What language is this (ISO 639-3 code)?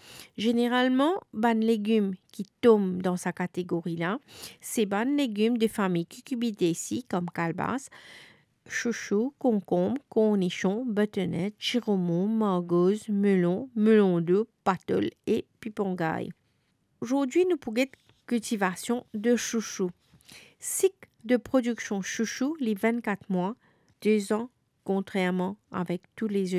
mfe